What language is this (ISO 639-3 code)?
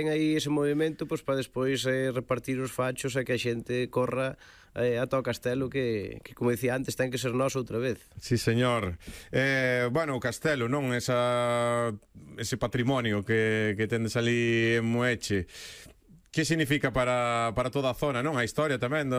glg